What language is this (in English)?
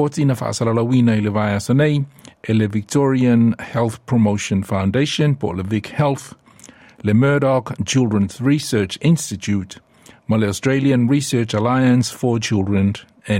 Samoan